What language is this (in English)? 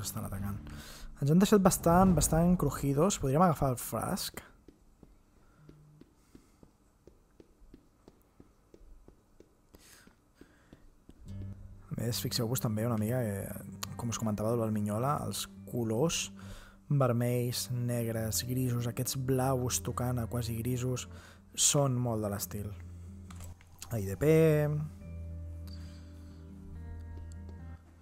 Catalan